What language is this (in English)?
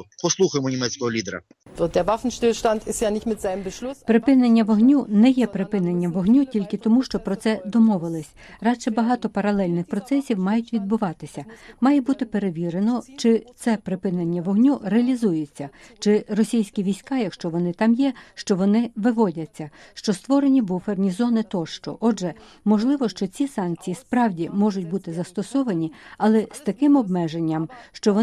Ukrainian